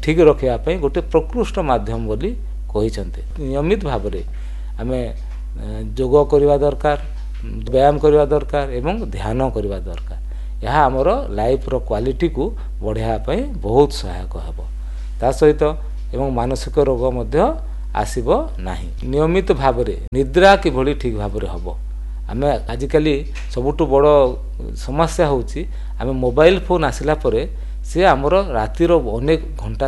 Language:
Odia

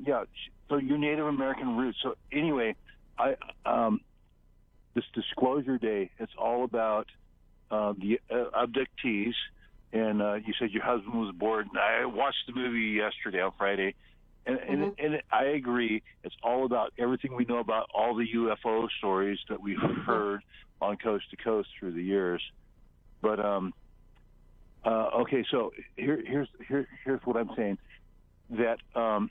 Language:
English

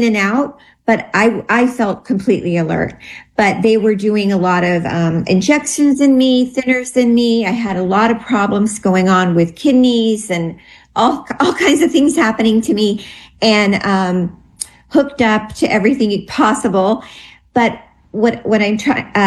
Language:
English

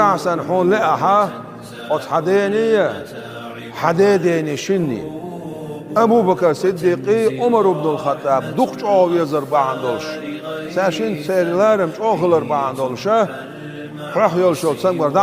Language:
Chechen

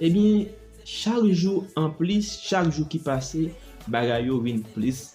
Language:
Haitian Creole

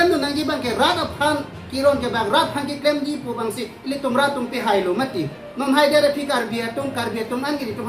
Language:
Karbi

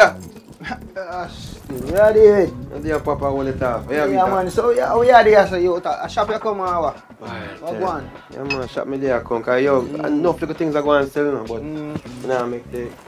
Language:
Jamaican Creole English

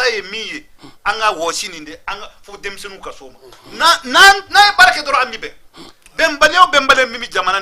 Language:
Bambara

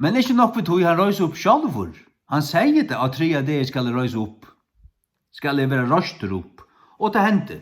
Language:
Faroese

